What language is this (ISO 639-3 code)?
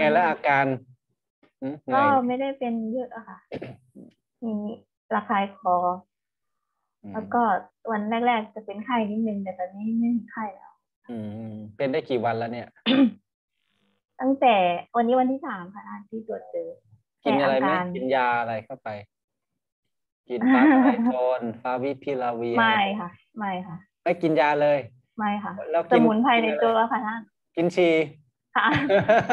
tha